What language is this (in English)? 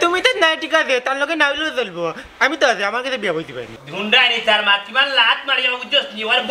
Sylheti